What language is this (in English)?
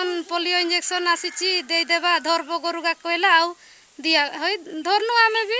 Odia